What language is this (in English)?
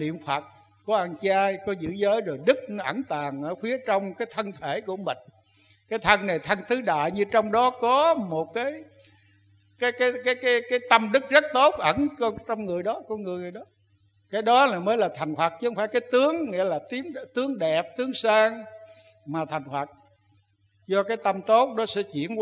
Vietnamese